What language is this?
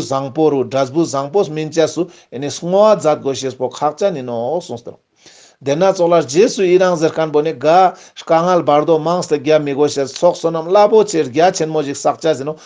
Ladakhi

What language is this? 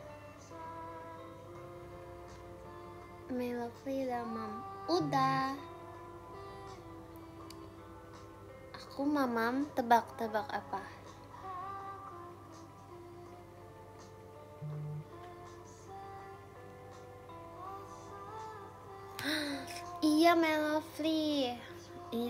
Indonesian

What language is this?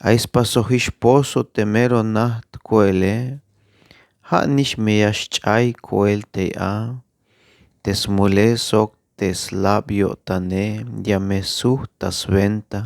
Tzeltal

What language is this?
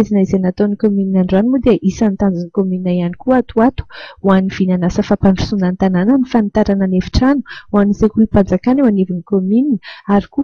Malagasy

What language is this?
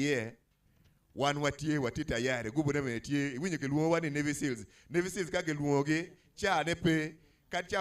Acoli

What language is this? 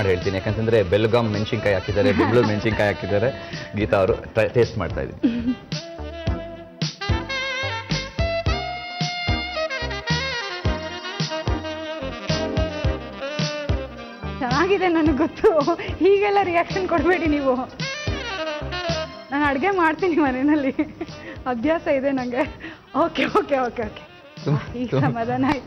Kannada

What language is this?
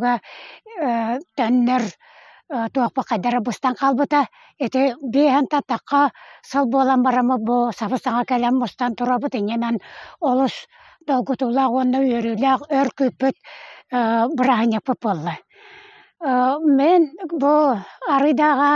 Yakut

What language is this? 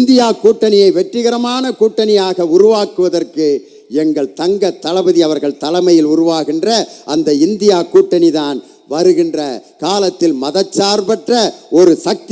Tamil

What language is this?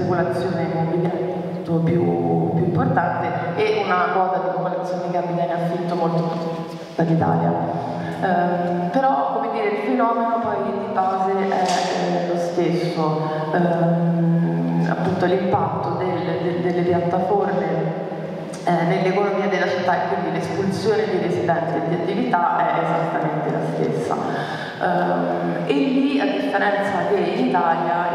Italian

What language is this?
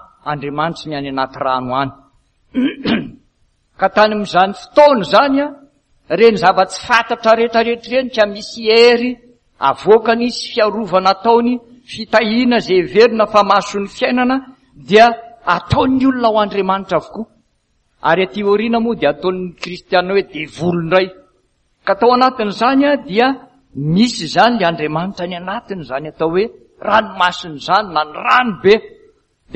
Malagasy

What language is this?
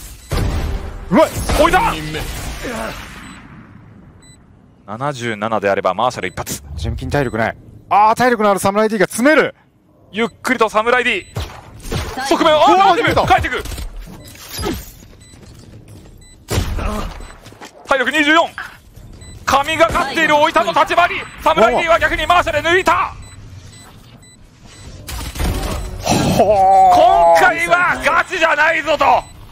Japanese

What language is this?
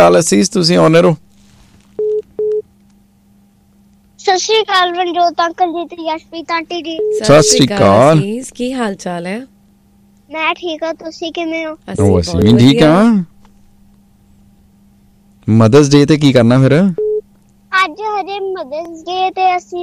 Punjabi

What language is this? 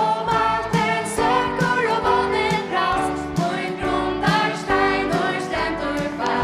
Faroese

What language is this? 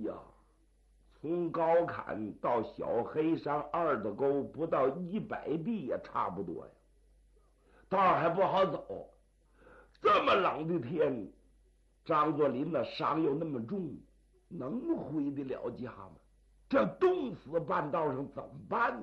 Chinese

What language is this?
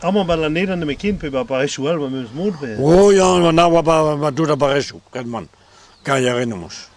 Breton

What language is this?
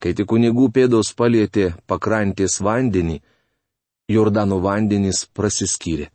Lithuanian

